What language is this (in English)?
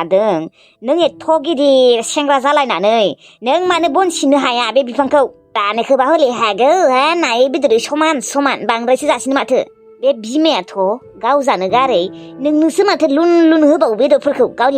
Bodo